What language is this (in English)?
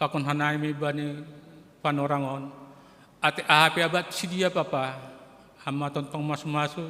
Batak Simalungun